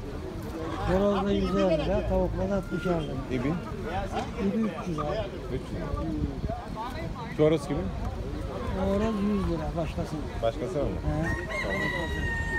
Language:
Turkish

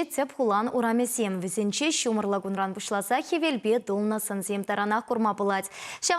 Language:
Chuvash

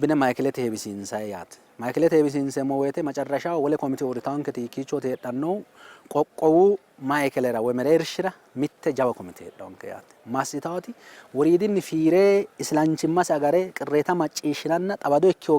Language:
Sidamo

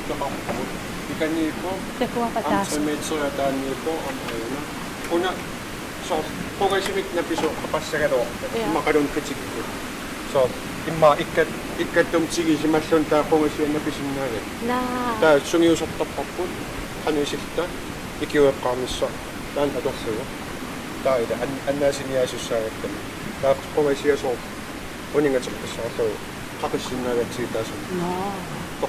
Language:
Kalaallisut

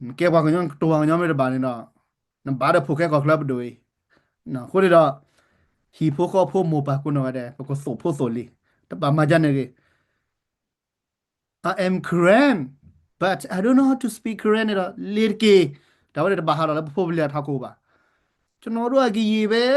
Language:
S'gaw Karen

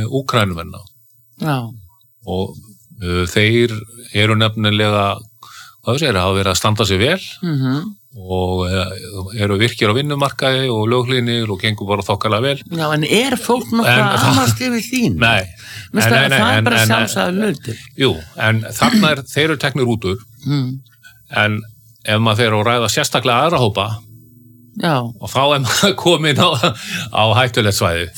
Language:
Icelandic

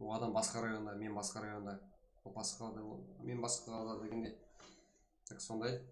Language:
Kara-Kalpak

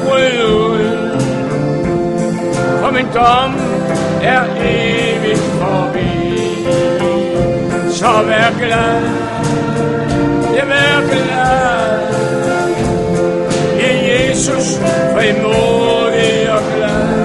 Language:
Danish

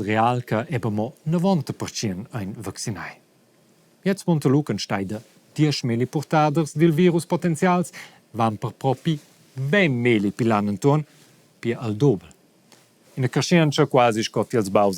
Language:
Romansh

